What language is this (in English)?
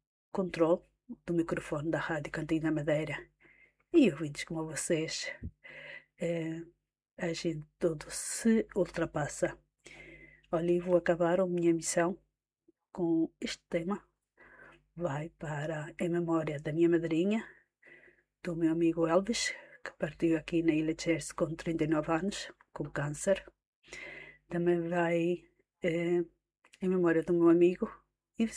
Portuguese